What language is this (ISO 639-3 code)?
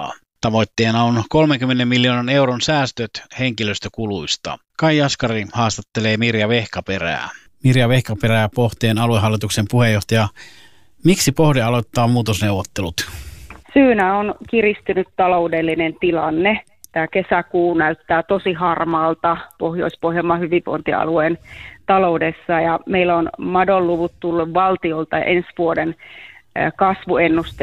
fin